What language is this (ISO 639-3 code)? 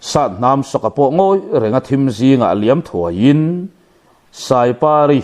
lus